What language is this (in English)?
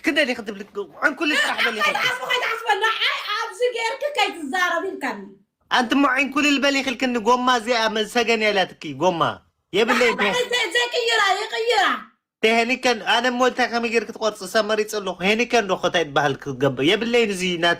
Tigrinya